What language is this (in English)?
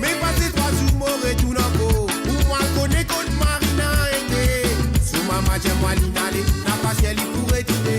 Morisyen